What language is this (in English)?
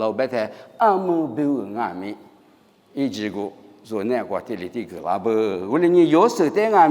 Lisu